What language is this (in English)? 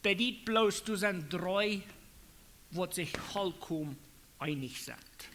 Plautdietsch